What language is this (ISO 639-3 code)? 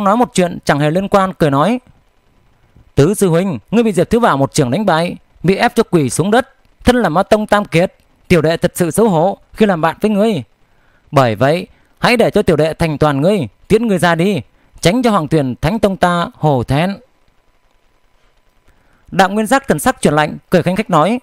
vie